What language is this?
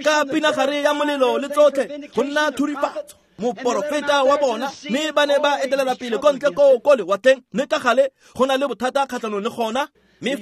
Tswana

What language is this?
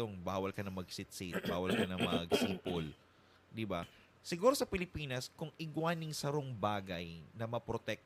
Bikol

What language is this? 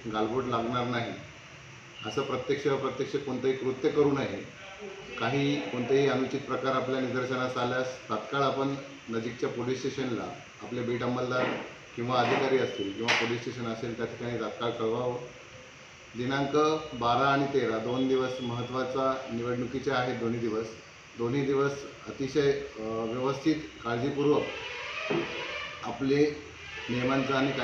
Marathi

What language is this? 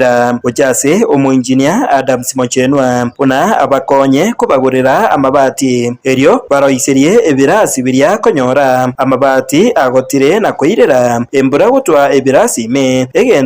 Gusii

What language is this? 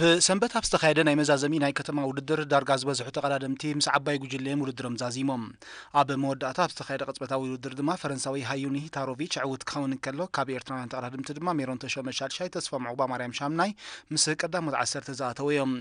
Tigrinya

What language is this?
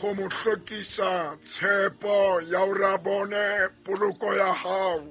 Southern Sotho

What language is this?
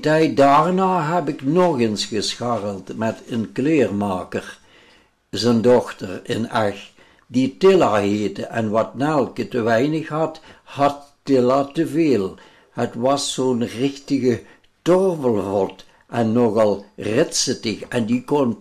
Limburgish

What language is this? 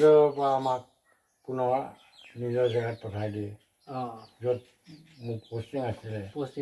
Assamese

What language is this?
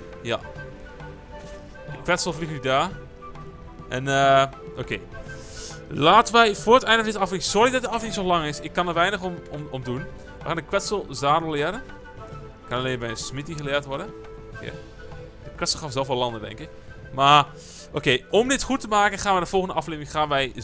Dutch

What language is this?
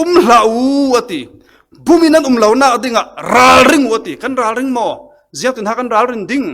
Falam Chin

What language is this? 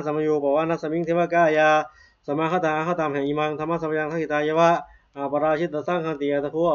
Pali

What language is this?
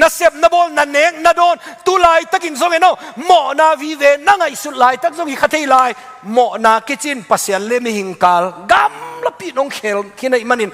Tedim Chin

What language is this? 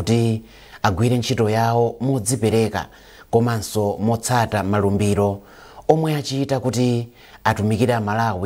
Nyanja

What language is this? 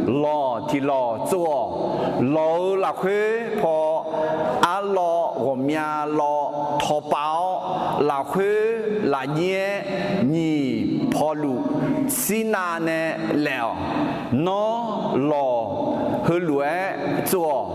Akha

